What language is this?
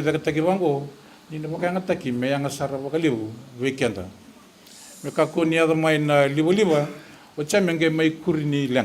Fijian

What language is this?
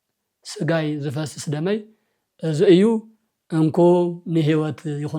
Tigrinya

